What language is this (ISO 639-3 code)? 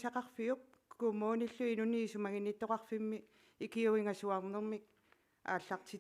kal